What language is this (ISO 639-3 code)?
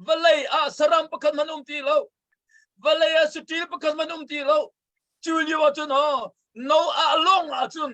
cnh